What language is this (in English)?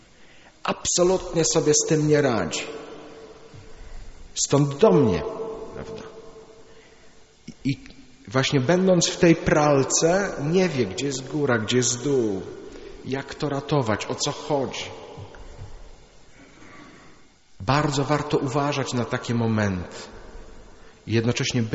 Polish